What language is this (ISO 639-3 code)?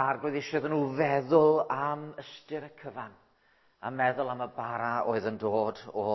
cym